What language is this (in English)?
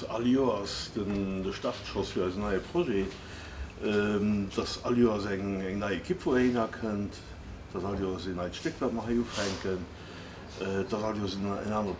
Luxembourgish